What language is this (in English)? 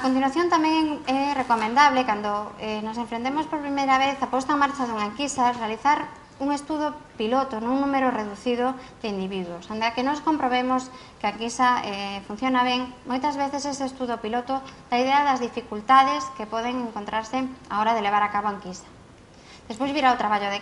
Galician